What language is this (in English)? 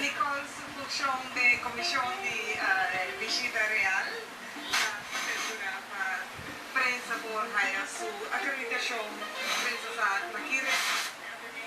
Papiamento